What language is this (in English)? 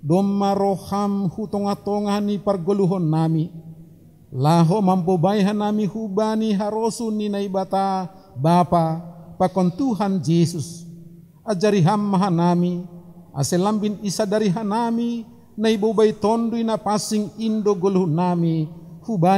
Batak Simalungun